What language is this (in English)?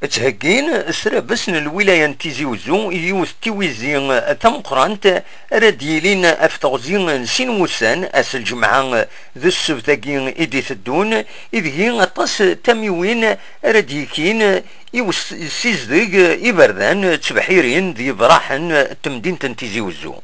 Kabyle